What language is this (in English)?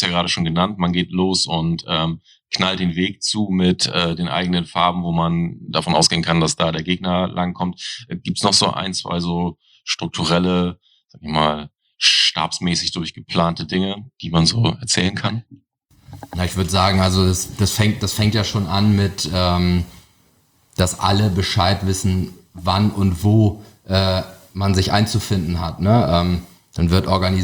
German